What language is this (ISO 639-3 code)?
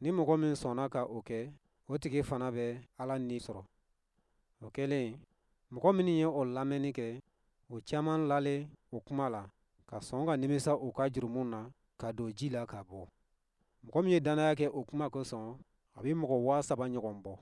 bam